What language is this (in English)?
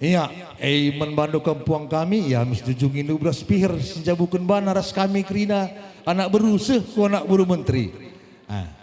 Batak Karo